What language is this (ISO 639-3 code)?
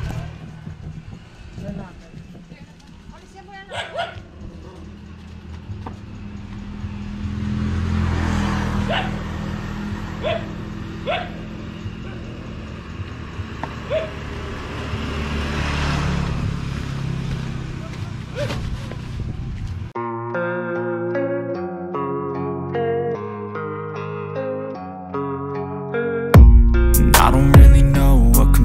fil